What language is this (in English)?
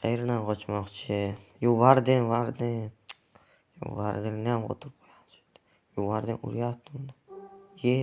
Uzbek